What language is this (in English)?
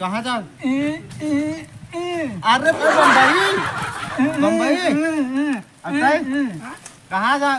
Awadhi